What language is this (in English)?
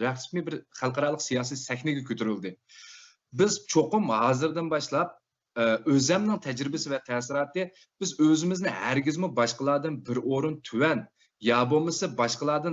Uyghur